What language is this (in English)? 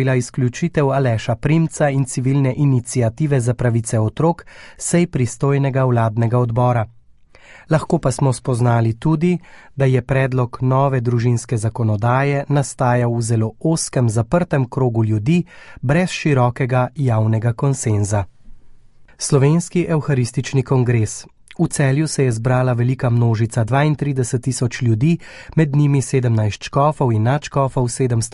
Slovenian